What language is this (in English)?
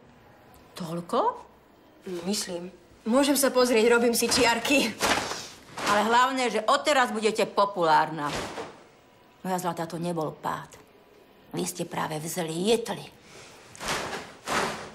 Slovak